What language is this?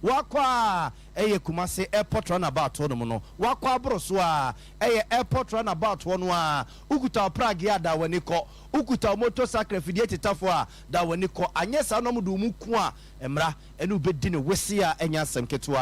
Akan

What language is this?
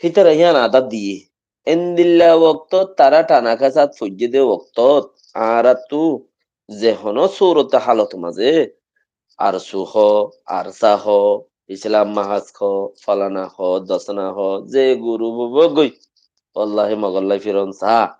Rohingya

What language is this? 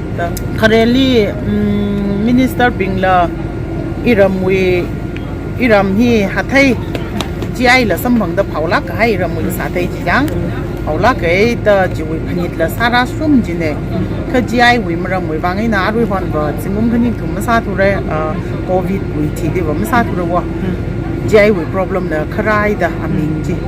Tangkhul Naga (India)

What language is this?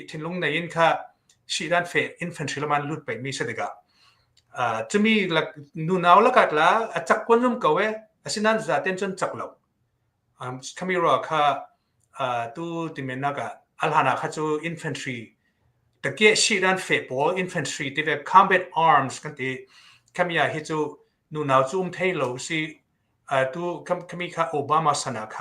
Hakha Chin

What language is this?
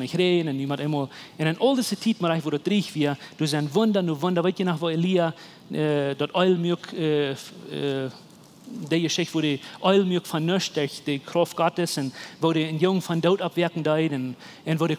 Plautdietsch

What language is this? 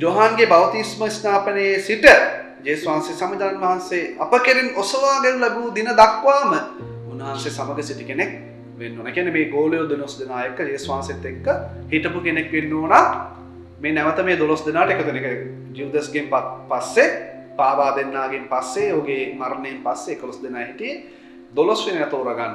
Sinhala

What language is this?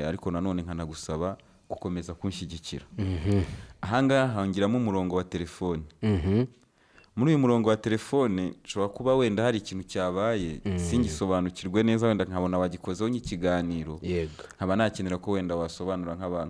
Kinyarwanda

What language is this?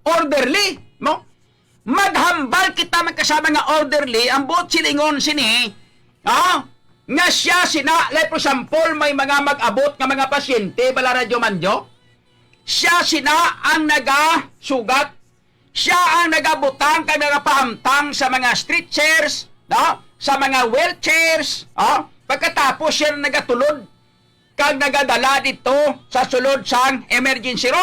Hiligaynon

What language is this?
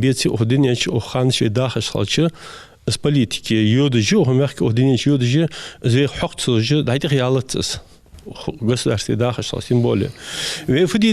Ingush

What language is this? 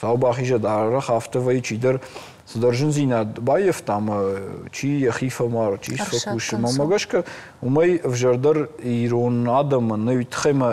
Ossetic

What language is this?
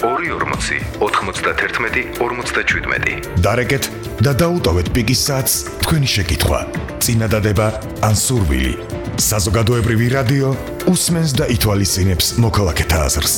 Georgian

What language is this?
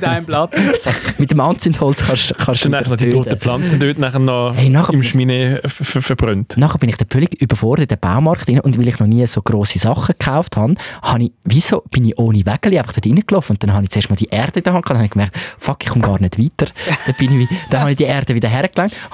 Swiss German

